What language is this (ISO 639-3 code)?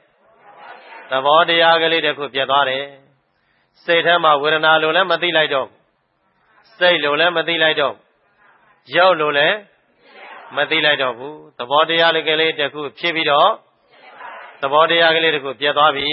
mya